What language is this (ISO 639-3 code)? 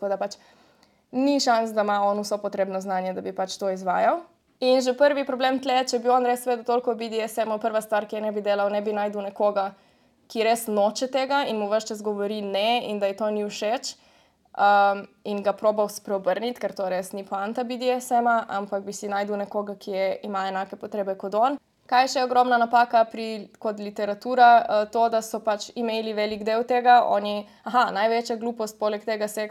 slv